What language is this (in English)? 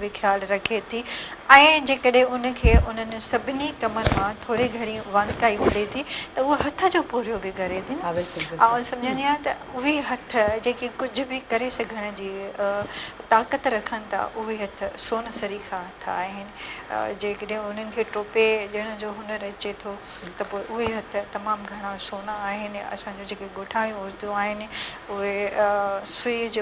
Sindhi